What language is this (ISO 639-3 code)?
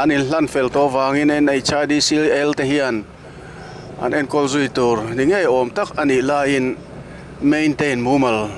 lus